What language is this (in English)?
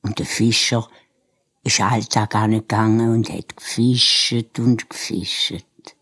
Swiss German